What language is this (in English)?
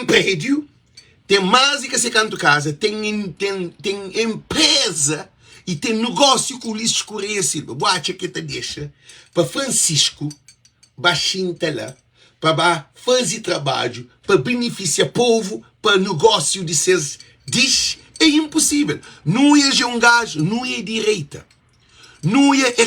Kabuverdianu